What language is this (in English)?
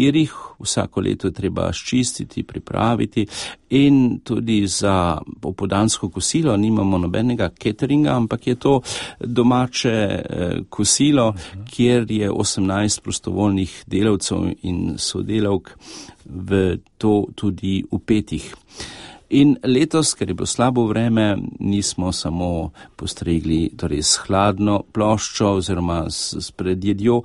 Slovenian